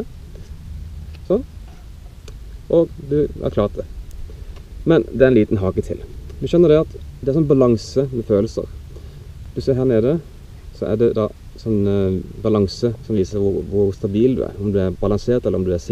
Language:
Norwegian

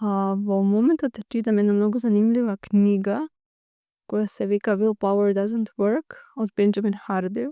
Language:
Macedonian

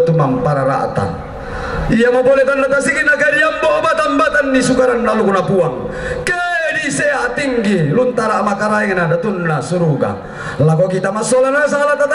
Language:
Toraja-Sa'dan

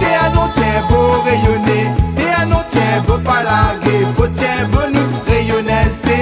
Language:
Réunion Creole French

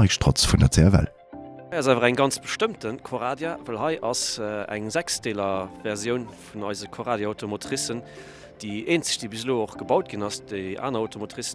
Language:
Luxembourgish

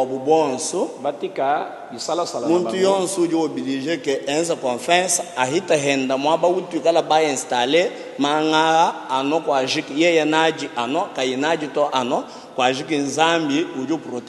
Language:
Lingala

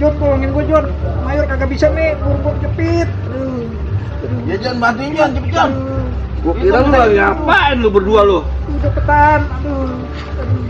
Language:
Betawi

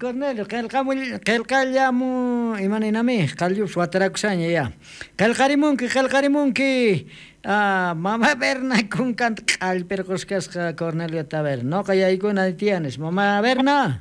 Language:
South Bolivian Quechua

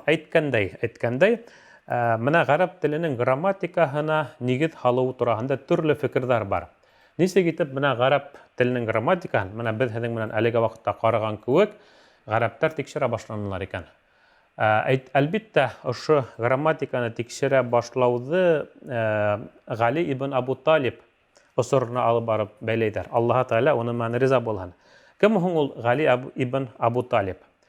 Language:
Bashkir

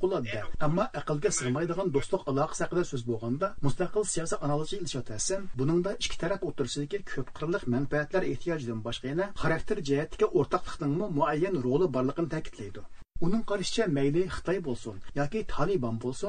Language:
Uyghur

